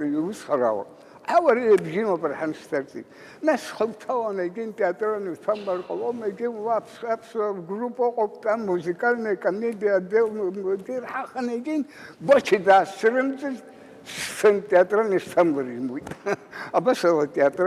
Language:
Abkhazian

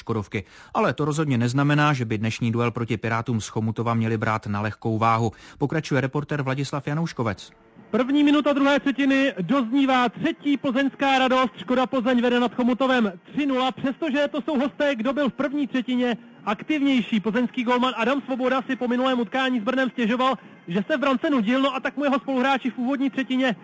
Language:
Czech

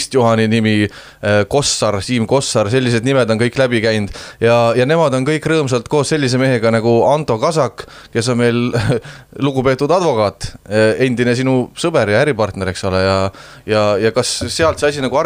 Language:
Estonian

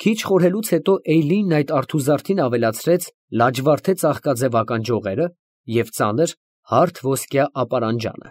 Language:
Armenian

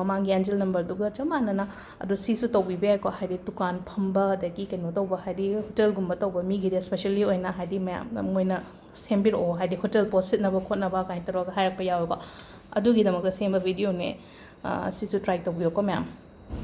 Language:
Manipuri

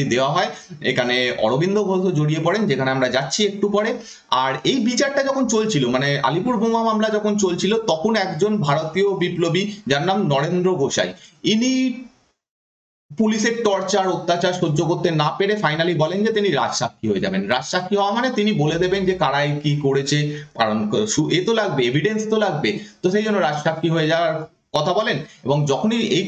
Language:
Bangla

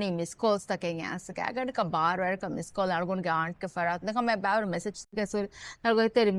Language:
Divehi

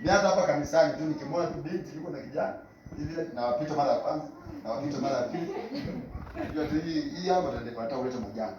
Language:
Swahili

